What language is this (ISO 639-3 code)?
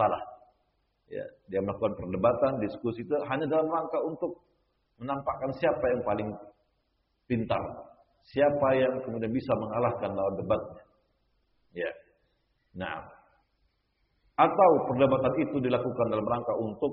ind